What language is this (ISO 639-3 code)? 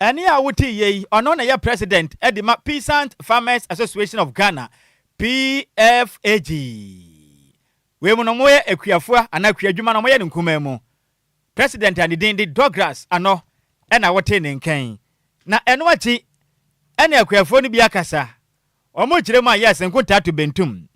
aka